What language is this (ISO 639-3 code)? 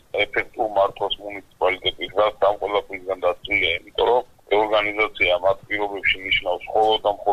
kat